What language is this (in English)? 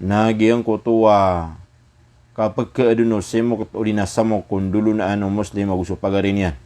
Maranao